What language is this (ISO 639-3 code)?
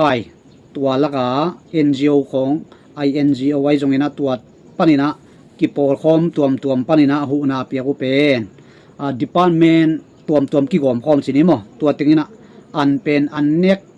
ctd